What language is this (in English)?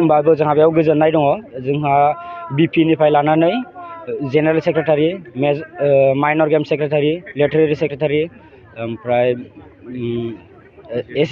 Bodo